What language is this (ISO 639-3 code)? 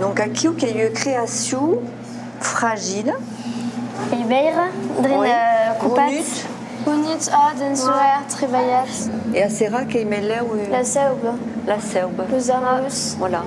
oci